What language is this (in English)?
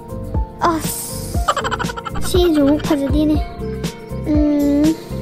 Manipuri